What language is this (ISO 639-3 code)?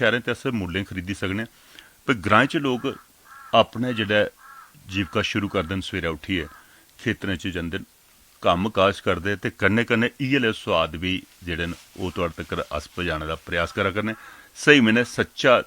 doi